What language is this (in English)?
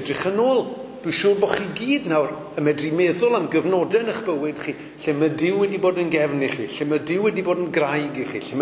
Welsh